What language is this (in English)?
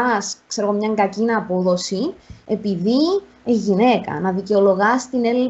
Greek